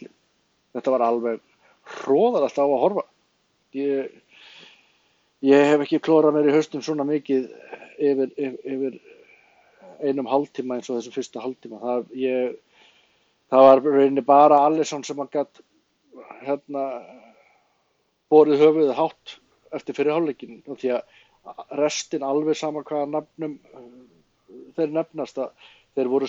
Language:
Icelandic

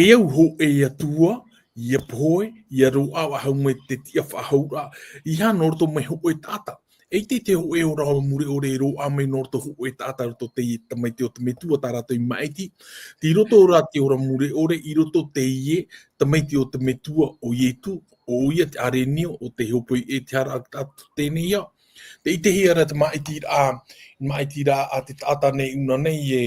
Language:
Tahitian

